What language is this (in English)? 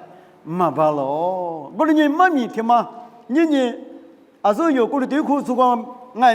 Lisu